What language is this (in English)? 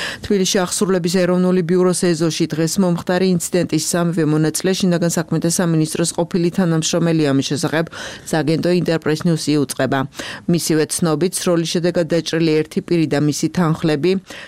Georgian